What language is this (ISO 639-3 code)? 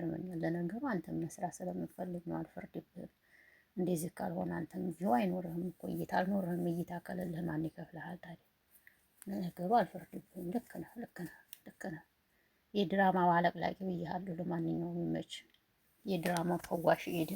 amh